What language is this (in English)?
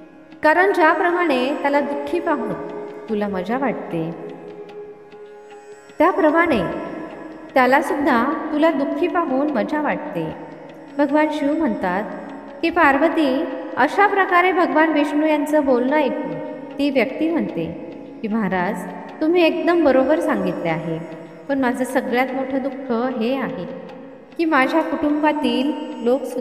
Marathi